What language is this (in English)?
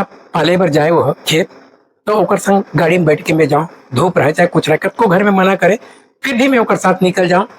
Chhattisgarhi